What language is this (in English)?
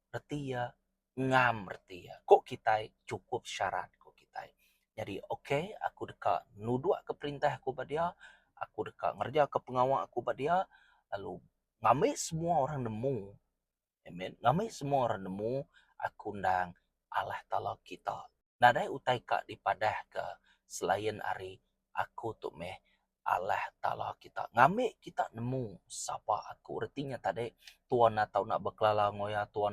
Iban